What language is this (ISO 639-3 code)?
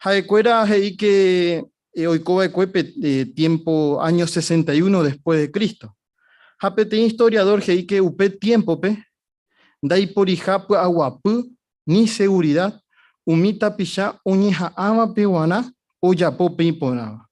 grn